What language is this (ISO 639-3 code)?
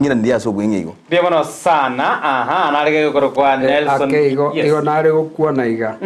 guz